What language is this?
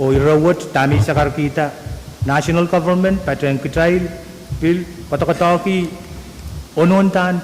Pohnpeian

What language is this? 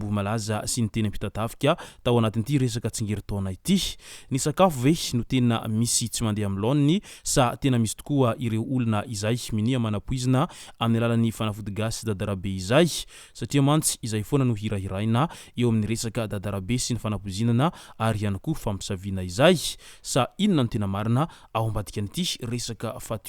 Malagasy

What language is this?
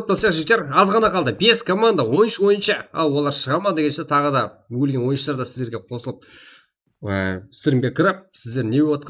Kara-Kalpak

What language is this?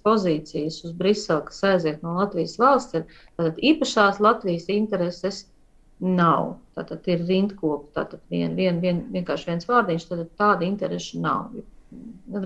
Latvian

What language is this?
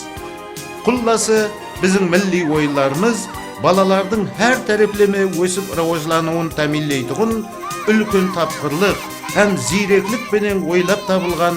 Kara-Kalpak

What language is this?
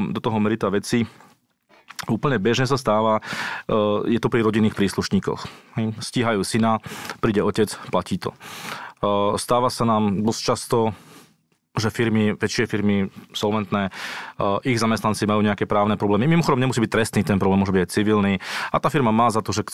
Slovak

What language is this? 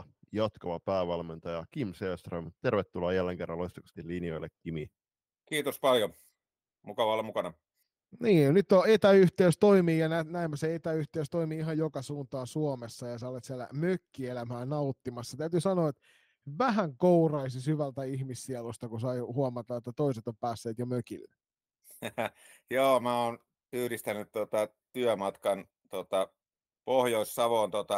Finnish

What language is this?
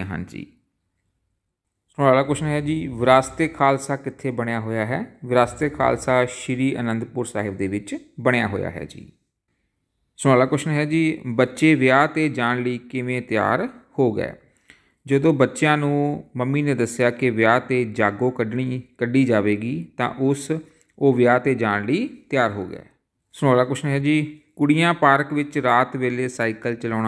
Punjabi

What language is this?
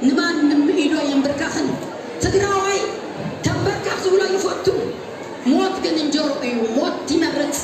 Tigrinya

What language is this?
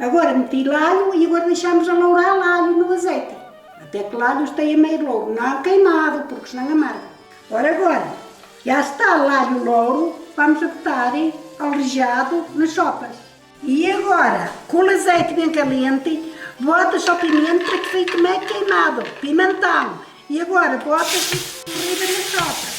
Mirandese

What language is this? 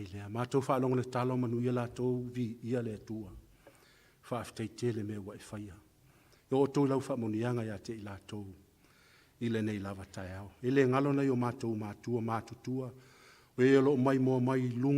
Samoan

